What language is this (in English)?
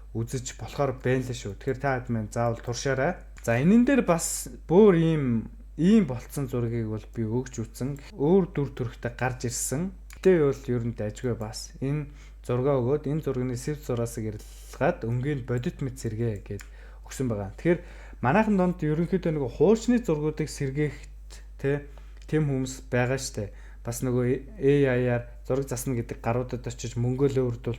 Mongolian